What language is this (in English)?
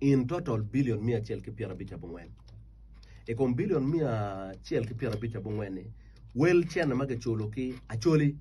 Acoli